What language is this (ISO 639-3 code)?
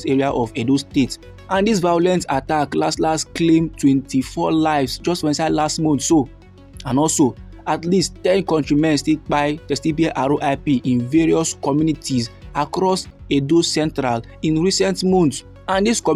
pcm